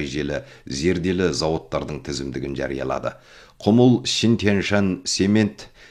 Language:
Kazakh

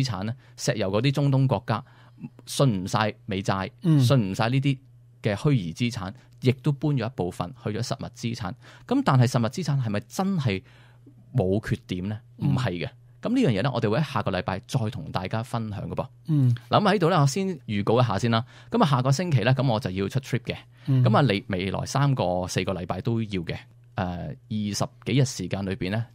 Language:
Cantonese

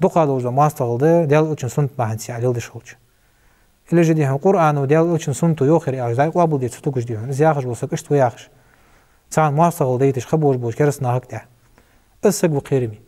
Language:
Ingush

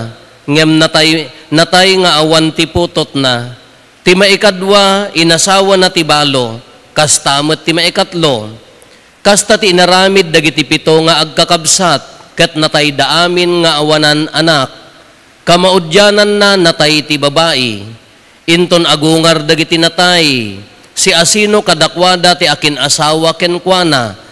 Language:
Iloko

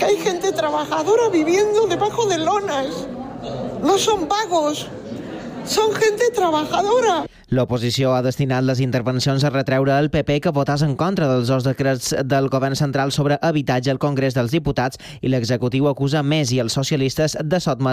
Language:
Catalan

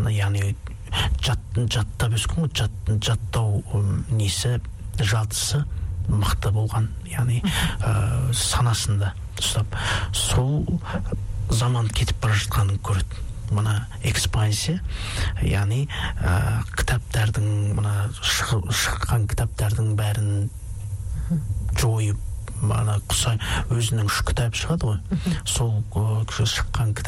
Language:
Kazakh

